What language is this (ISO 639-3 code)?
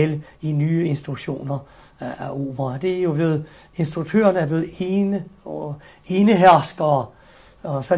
dan